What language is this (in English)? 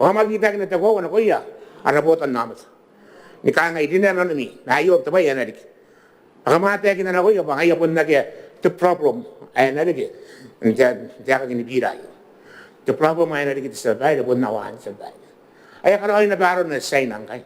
Gilbertese